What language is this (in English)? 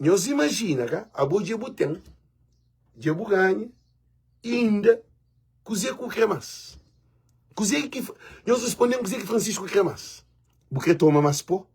Kabuverdianu